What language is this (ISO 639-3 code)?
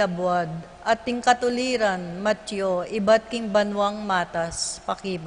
pam